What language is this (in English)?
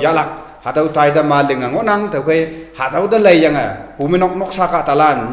Konyak Naga